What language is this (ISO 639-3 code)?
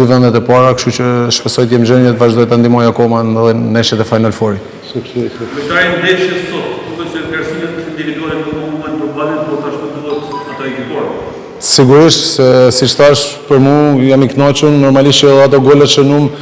sqi